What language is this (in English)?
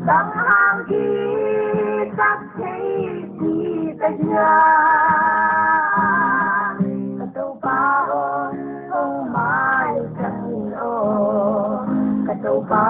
Paite Chin